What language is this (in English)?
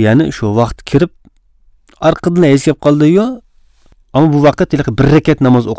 Uyghur